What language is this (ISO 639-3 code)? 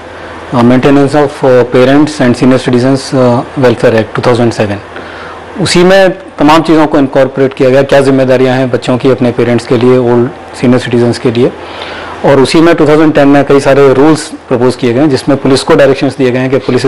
hin